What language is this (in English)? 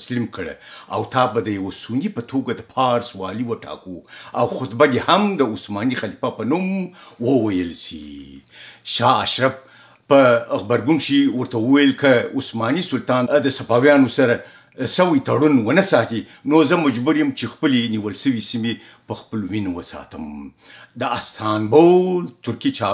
Pashto